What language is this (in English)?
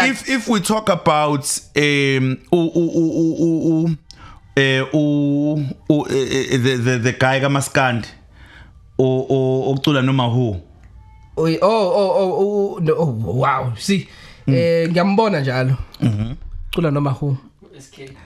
Zulu